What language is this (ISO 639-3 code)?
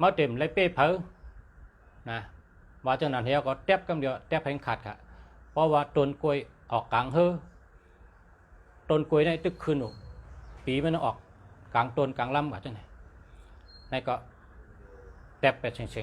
shn